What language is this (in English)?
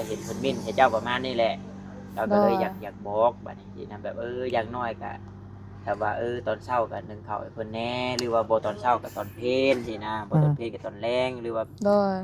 Northeastern Thai